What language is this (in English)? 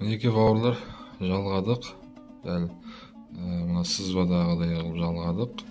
Kazakh